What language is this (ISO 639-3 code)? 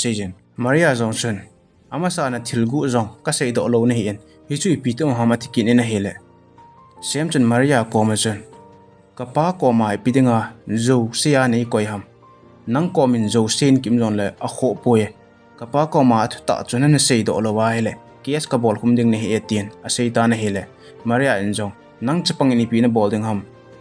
tcz